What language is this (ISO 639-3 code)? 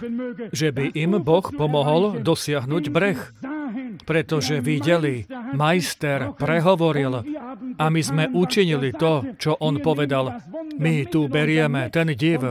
slk